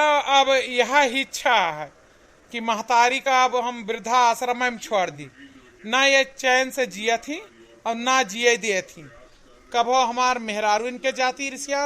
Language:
Awadhi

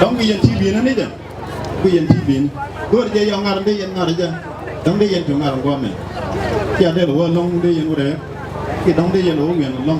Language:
Nuer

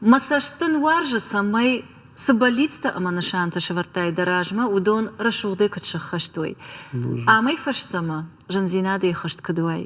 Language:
Ossetic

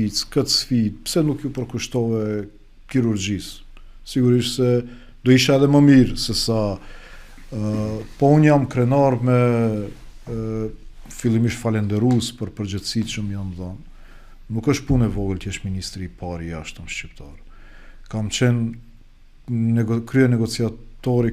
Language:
Albanian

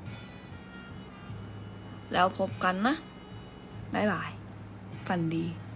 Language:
Thai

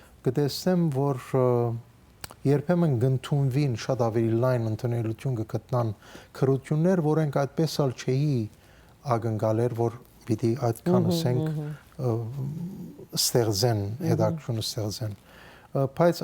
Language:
Western Armenian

